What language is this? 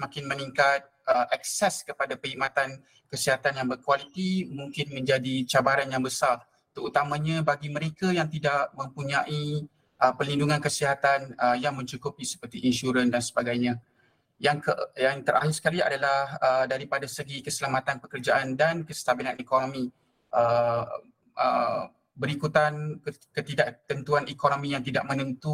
Malay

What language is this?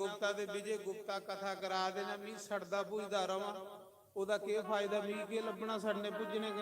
Dogri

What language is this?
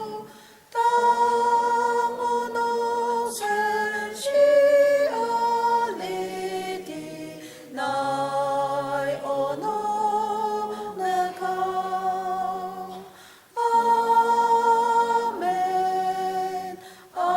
Ao Naga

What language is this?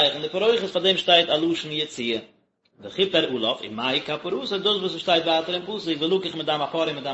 Yiddish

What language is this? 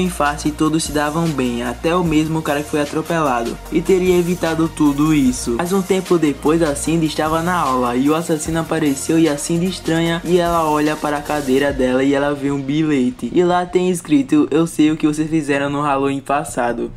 Portuguese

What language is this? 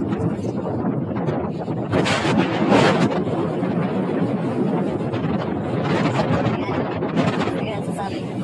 Marathi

